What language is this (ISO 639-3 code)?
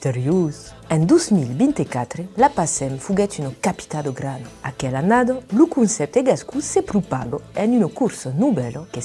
oci